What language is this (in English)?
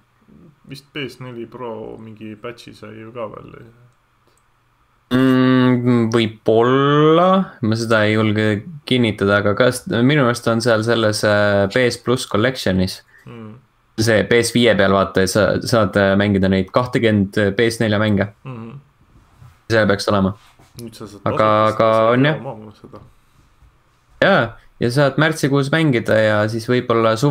Estonian